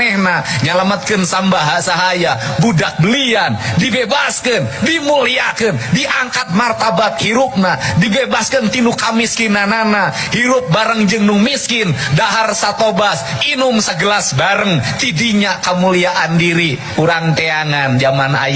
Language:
Sundanese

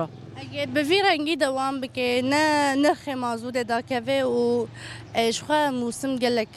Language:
Kurdish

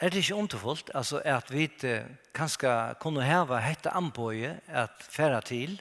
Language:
Faroese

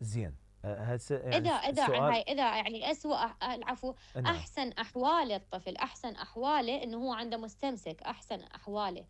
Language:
Mesopotamian Arabic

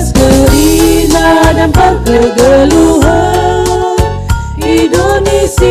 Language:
Batak Karo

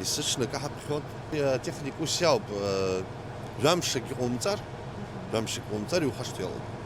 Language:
Abkhazian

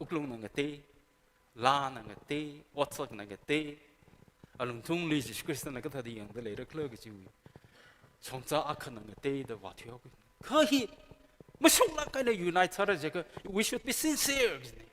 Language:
Tangkhul Naga (India)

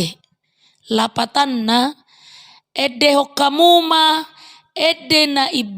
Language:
Batak Toba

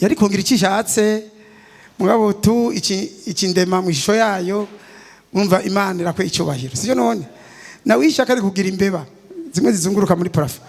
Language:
Rundi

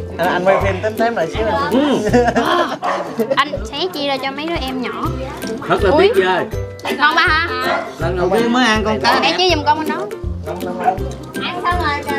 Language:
Vietnamese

